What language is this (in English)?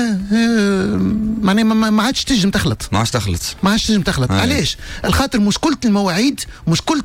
Tunisian Arabic